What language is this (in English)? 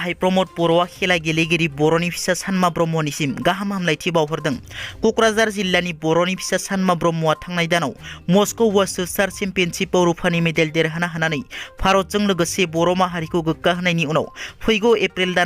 Bodo